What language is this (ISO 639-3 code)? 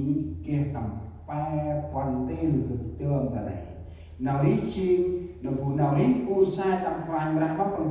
cmo